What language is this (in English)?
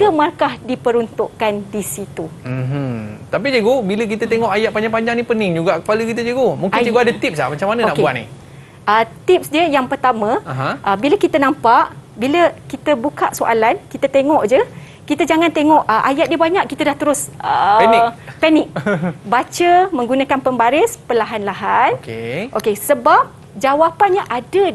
Malay